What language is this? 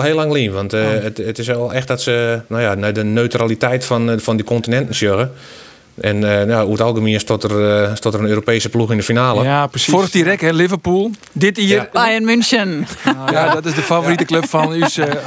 Western Frisian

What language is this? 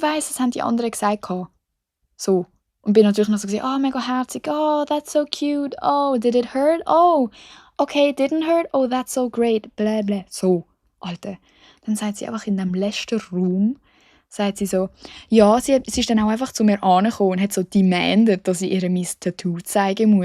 Swiss German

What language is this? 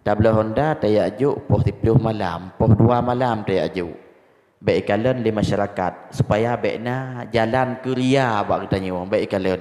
Achinese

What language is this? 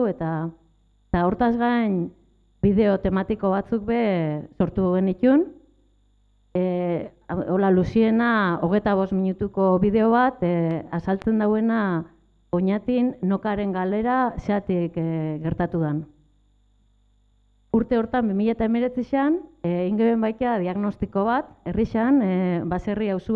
Basque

